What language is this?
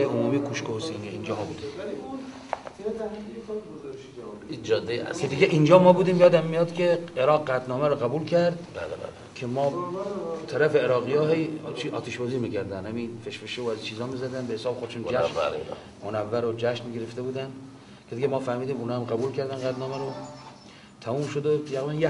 Persian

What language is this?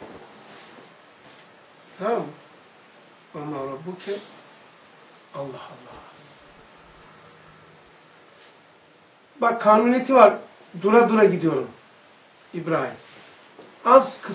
Turkish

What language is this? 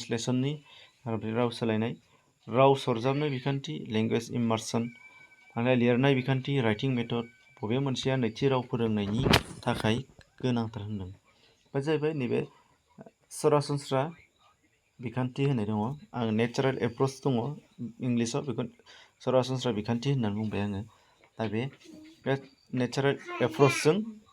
Bodo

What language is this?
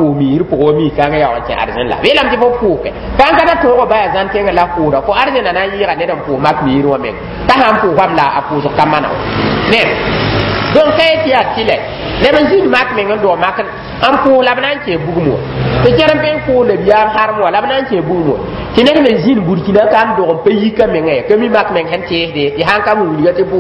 Mossi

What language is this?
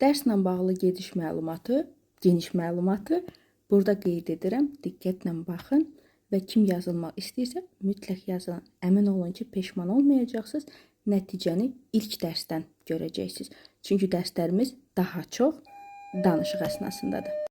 Azerbaijani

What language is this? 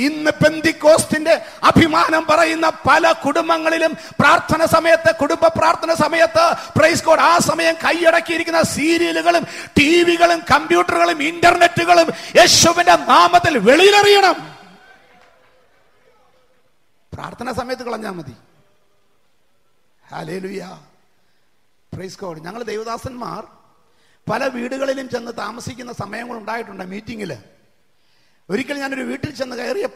Malayalam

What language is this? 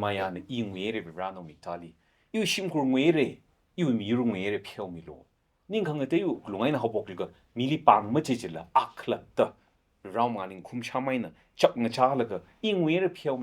Tangkhul Naga (India)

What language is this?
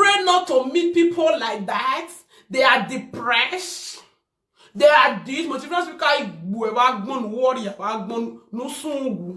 Nigerian Pidgin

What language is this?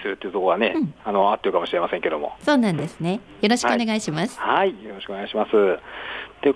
Japanese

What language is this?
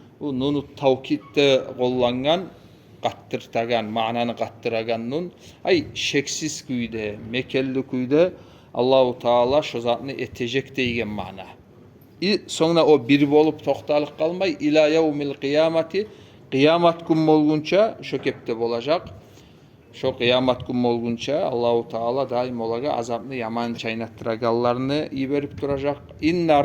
Kumyk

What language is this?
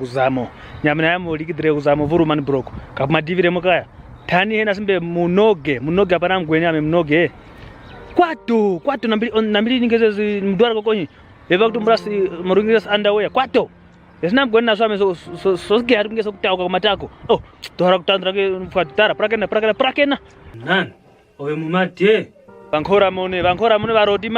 Kwangali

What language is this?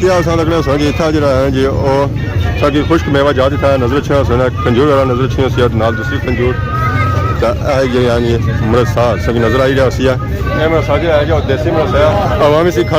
Pahari-Potwari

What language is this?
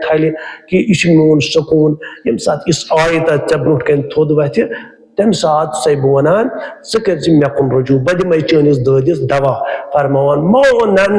Kashmiri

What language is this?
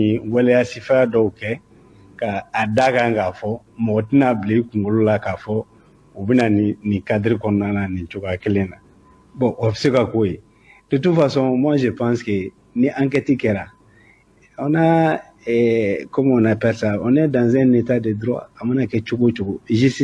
Bambara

